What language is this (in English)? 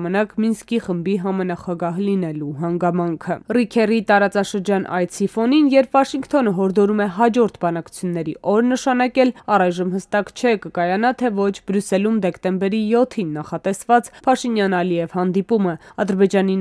Armenian